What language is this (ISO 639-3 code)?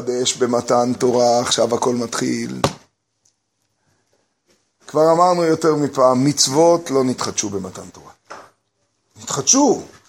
heb